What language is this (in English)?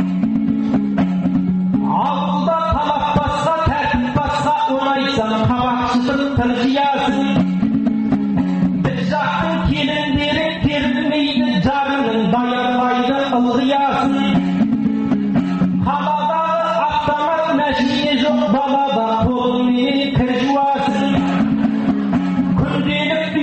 Kazakh